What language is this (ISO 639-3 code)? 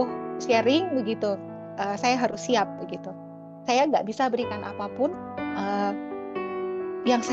ind